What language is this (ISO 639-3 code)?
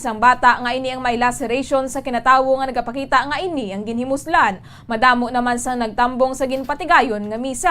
hil